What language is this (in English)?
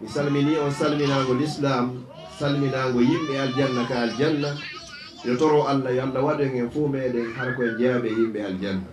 Fula